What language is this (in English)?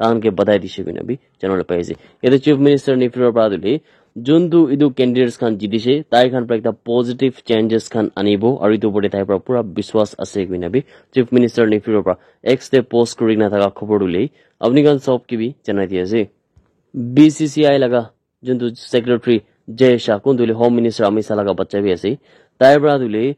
Naga Pidgin